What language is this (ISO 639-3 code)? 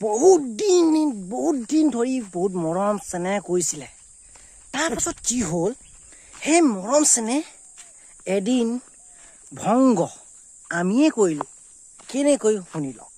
asm